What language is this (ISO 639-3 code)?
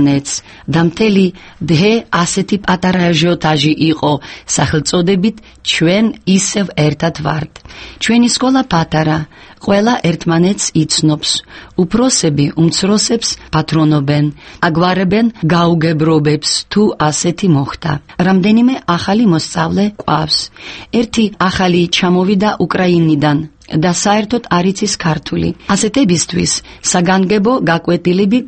kat